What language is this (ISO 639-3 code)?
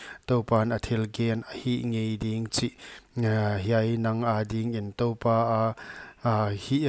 pck